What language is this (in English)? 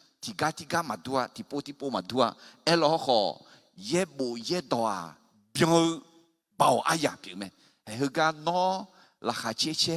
Akha